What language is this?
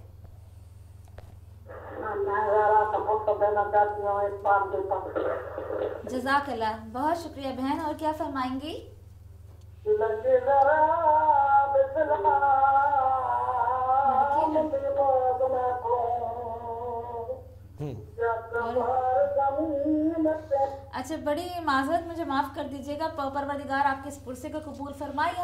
Urdu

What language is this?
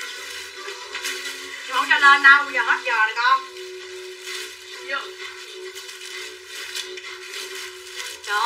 Vietnamese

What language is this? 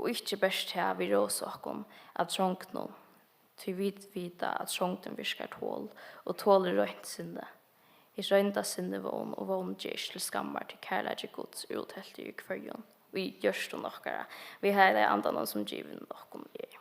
Faroese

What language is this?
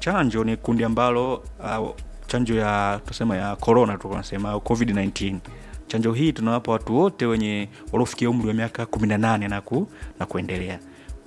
Swahili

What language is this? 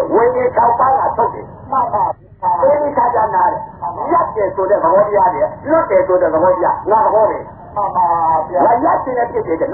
Burmese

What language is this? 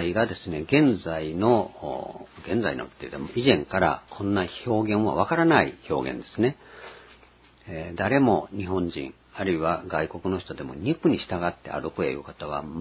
Japanese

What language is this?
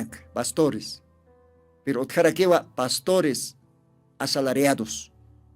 Aymara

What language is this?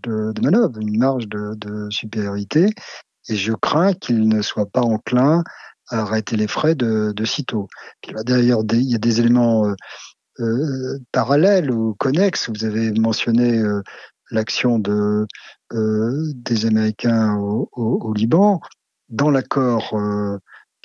French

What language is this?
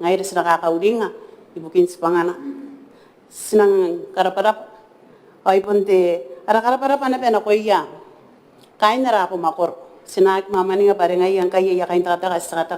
Gilbertese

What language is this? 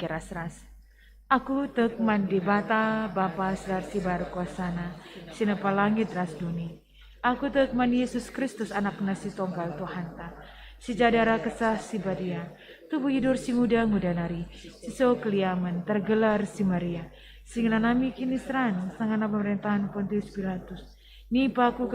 Batak Karo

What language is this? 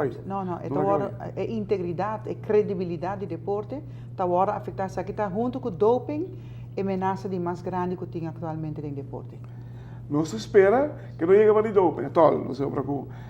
Papiamento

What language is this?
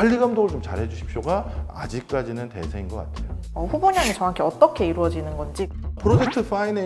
Korean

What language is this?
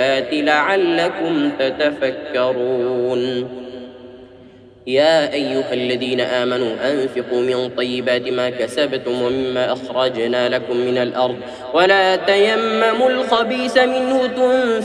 Arabic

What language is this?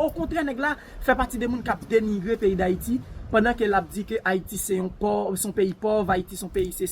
Haitian Creole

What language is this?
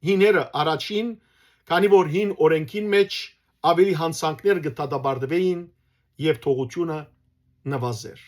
Western Armenian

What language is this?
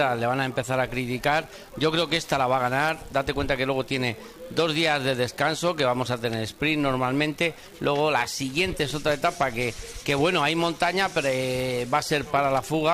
Spanish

